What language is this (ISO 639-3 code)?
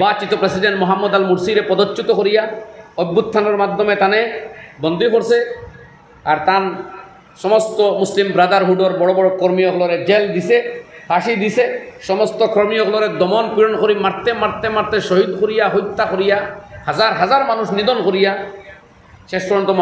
syl